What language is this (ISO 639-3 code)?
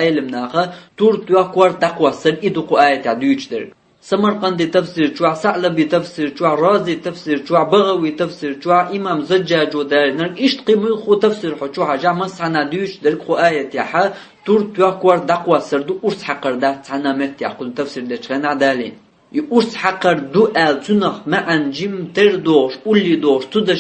che